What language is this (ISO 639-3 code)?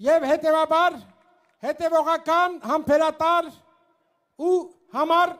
hye